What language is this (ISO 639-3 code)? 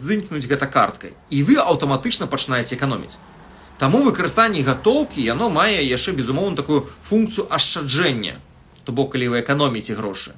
bel